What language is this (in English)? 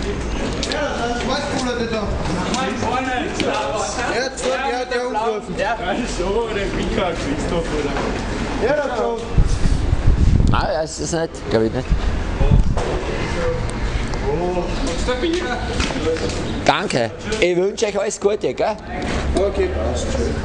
German